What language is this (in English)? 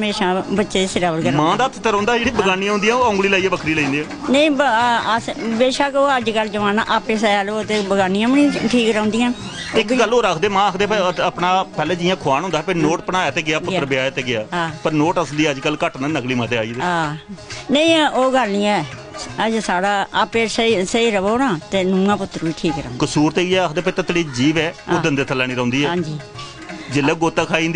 Dogri